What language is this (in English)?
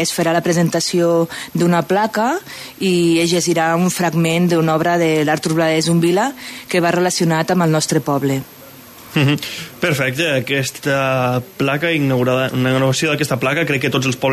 Catalan